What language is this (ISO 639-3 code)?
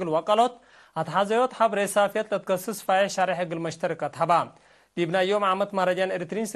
tig